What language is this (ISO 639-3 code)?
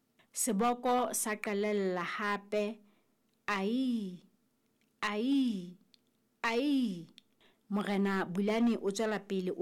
sot